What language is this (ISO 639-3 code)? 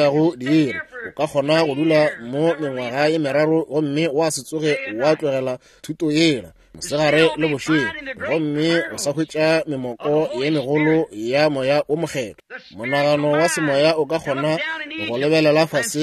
nso